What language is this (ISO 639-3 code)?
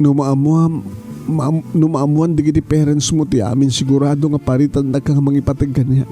ilo